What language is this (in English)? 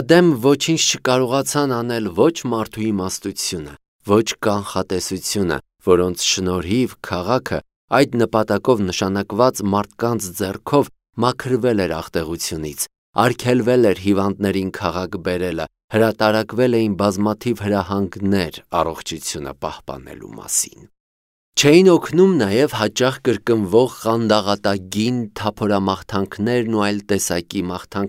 Armenian